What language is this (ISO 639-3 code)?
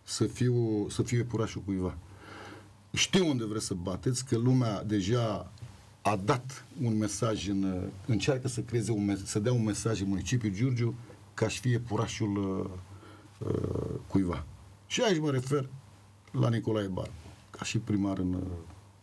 ron